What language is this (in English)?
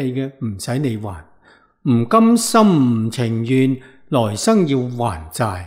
Cantonese